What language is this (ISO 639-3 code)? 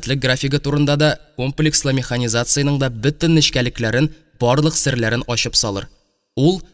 tat